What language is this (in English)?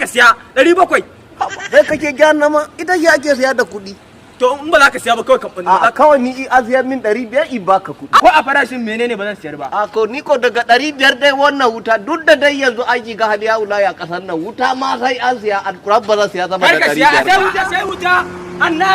Hausa